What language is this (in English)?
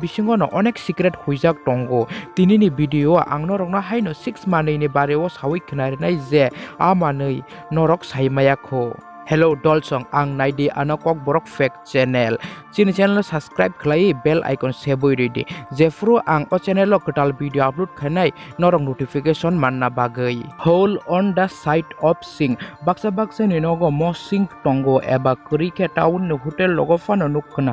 Kok Borok